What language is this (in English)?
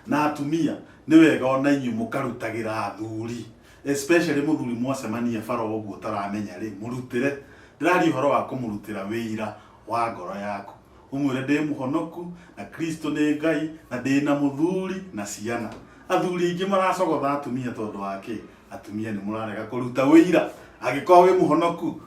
Kikuyu